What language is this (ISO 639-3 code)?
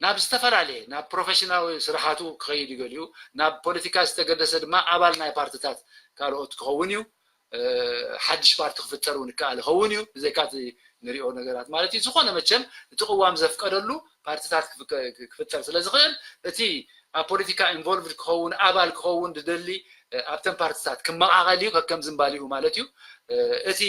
tir